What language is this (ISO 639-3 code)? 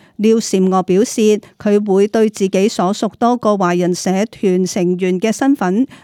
yue